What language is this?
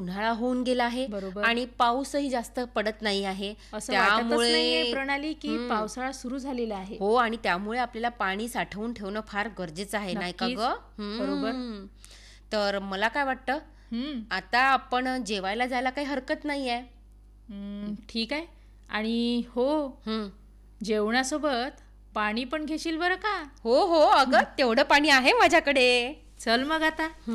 Marathi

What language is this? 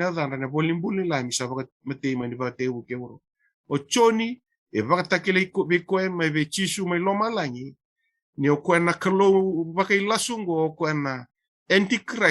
Fijian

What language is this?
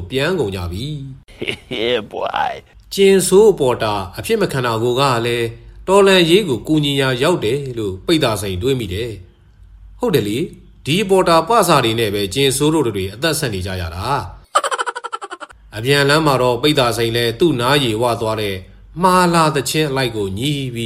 Burmese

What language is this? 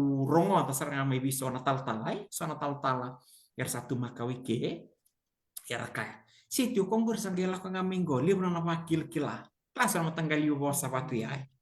Fijian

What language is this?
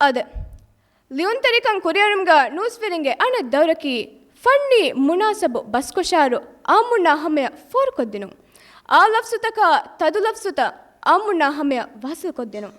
Divehi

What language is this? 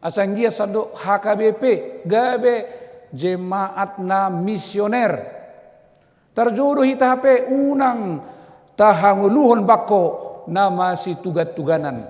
Batak Toba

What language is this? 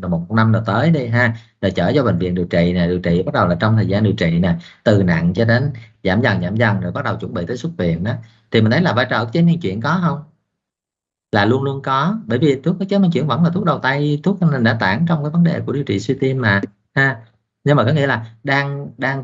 Vietnamese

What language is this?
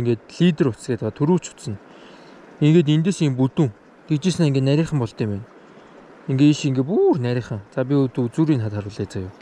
Mongolian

